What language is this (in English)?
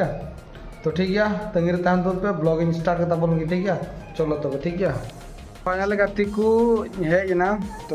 Santali